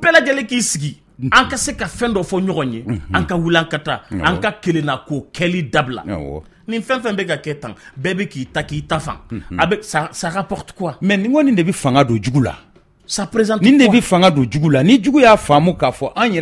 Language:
Bambara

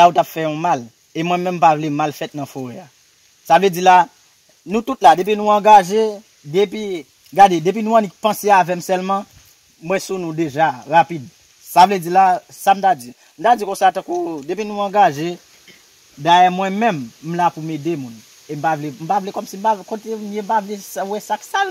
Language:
Haitian Creole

